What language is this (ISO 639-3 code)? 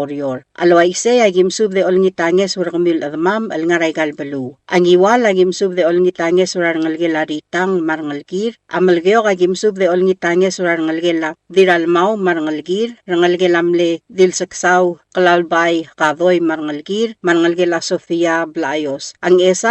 pau